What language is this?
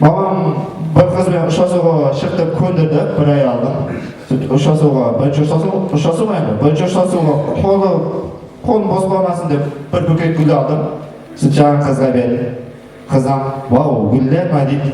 Kara-Kalpak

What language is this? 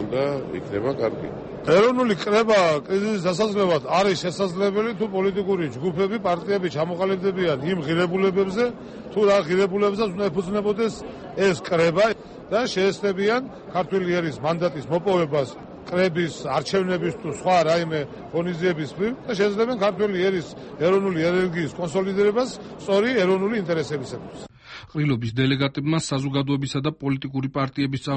Georgian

